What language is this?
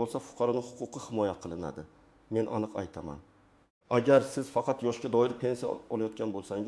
Uzbek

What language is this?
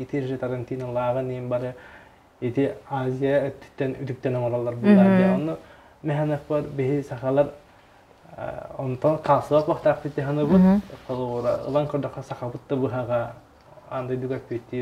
Yakut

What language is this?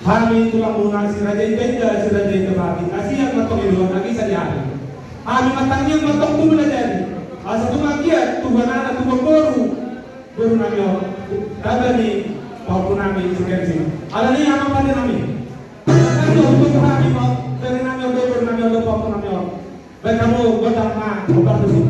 Batak Toba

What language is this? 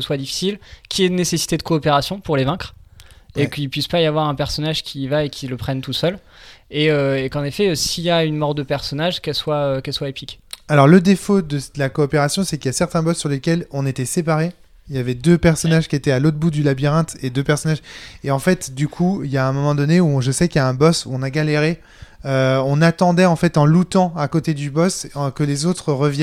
French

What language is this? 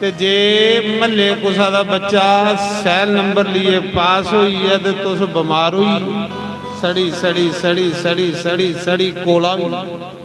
Dogri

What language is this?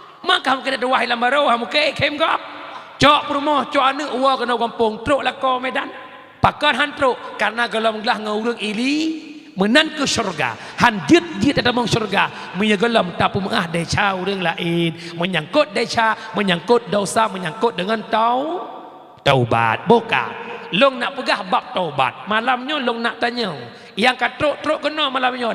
Achinese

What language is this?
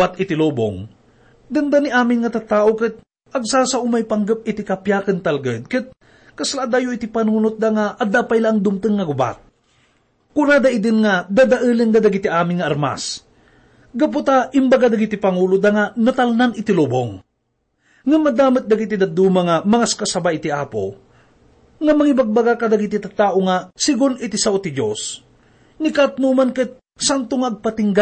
Iloko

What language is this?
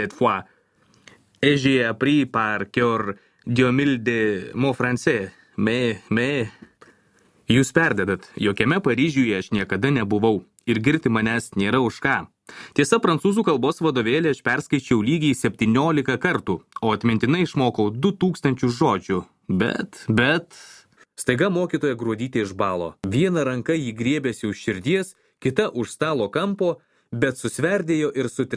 Lithuanian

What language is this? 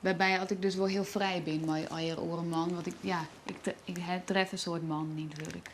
Western Frisian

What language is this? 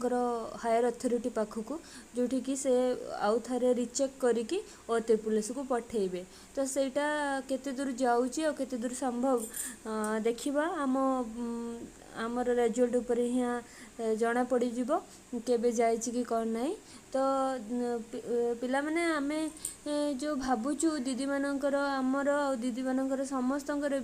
Odia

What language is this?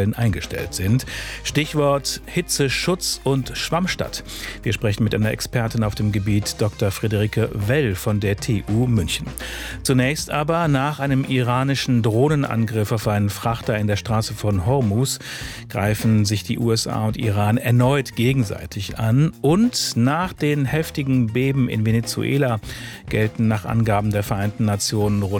German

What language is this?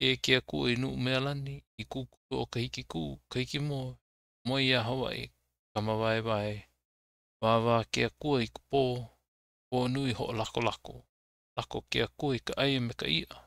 Hawaiian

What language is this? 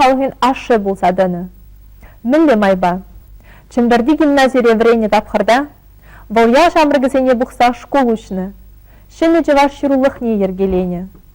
Chuvash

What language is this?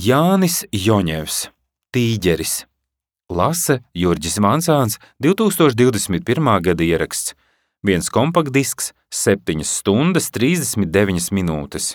Latvian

